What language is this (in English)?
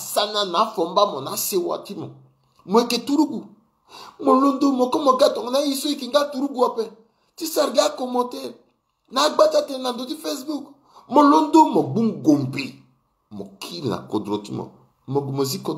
Sango